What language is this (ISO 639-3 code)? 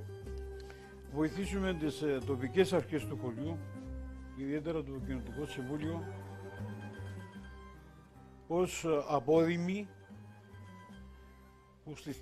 ell